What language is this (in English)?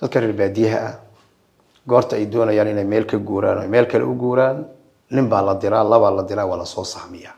Somali